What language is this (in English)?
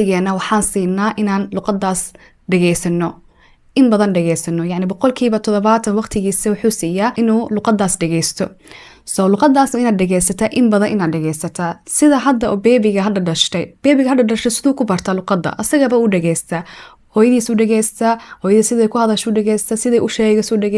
Somali